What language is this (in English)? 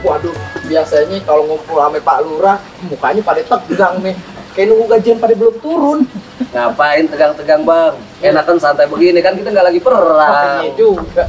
Betawi